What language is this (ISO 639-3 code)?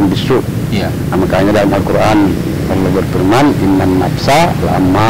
ind